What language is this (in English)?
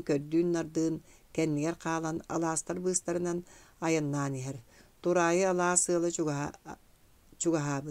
Yakut